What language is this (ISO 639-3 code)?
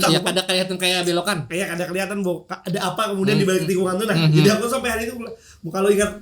bjn